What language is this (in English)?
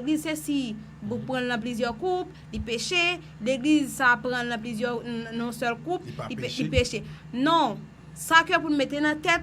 Haitian Creole